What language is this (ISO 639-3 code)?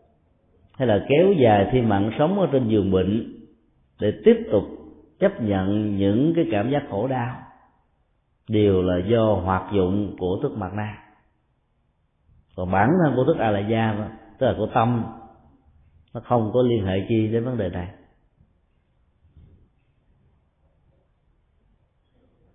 vie